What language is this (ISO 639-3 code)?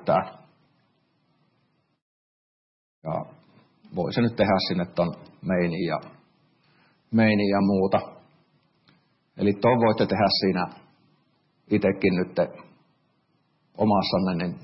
fin